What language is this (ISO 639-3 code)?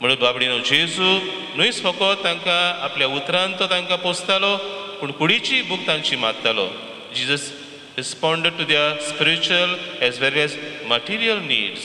kok